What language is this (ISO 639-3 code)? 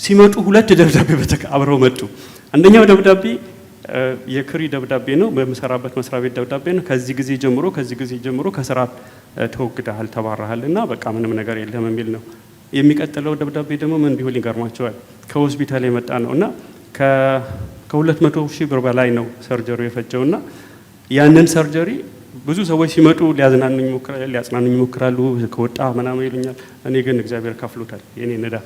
amh